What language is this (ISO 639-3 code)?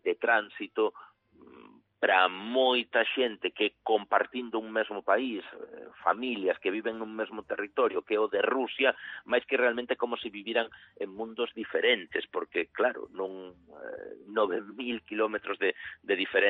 glg